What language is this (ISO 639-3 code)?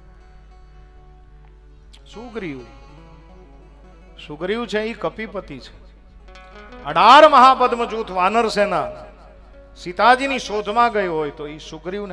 guj